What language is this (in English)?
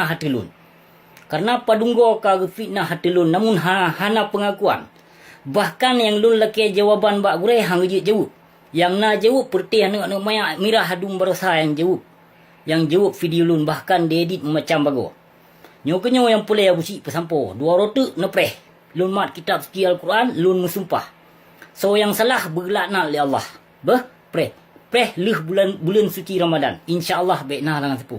Achinese